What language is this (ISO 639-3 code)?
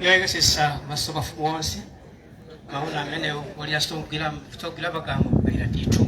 nya